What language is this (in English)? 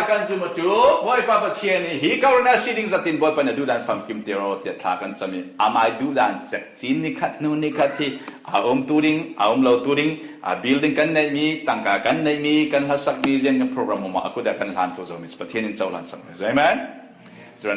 Falam Chin